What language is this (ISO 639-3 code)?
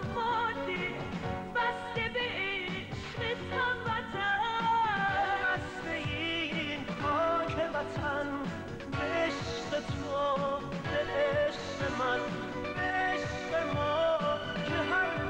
fas